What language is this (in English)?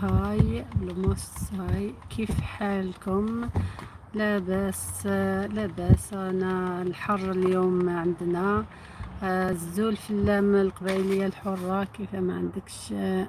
Algerian Arabic